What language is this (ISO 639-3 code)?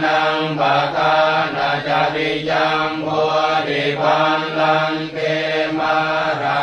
pli